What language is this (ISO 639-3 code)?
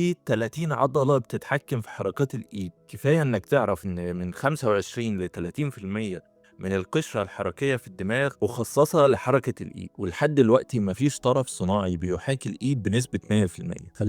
arz